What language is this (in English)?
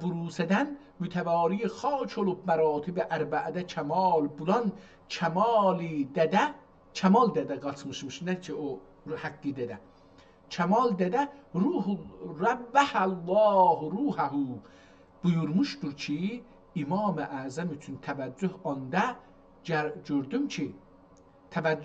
South Azerbaijani